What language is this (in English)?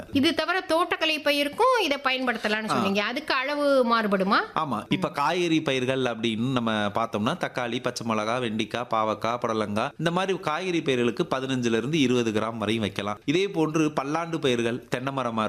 Tamil